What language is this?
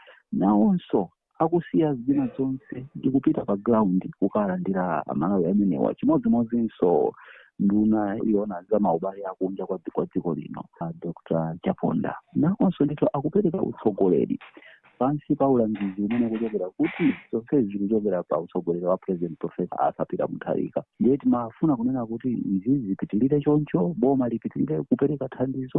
Nyanja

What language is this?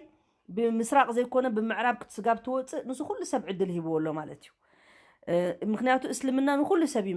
Tigrinya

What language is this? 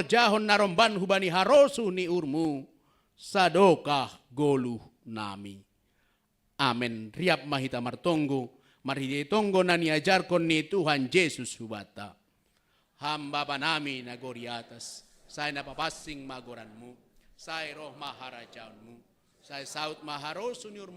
Batak Simalungun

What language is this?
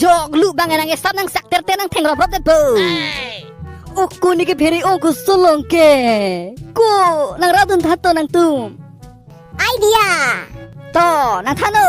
Karbi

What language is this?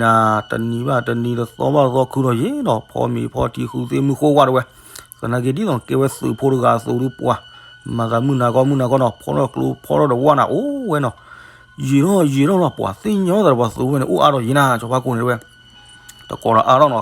S'gaw Karen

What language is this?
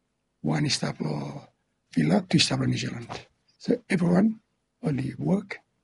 Bislama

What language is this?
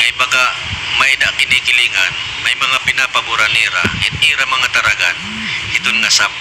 Waray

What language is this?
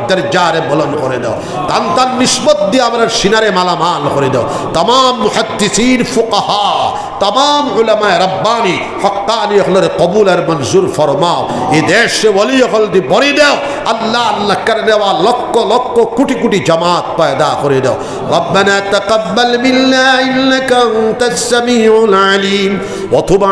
Sylheti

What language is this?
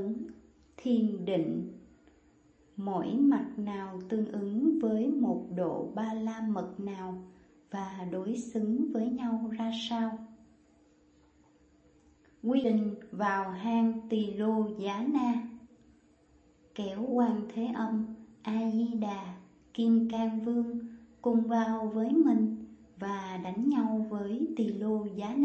Vietnamese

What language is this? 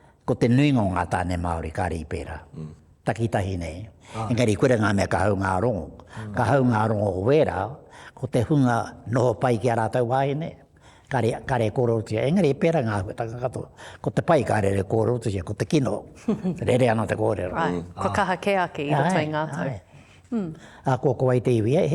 Māori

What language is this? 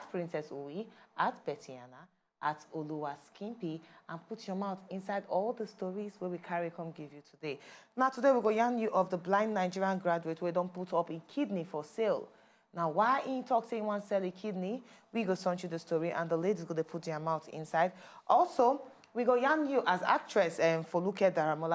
Nigerian Pidgin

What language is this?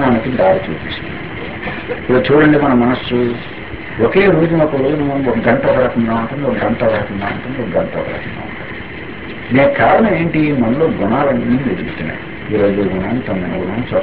Telugu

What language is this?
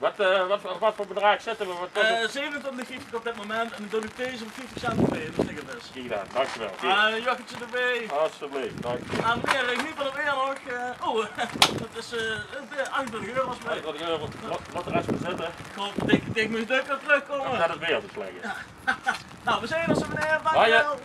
Limburgish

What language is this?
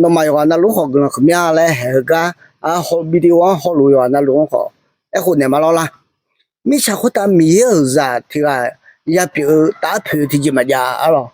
Akha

